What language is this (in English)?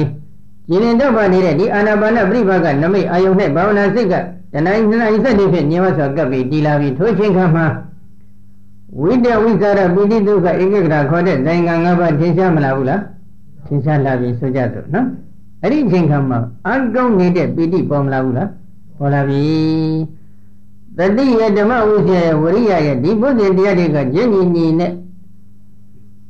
Burmese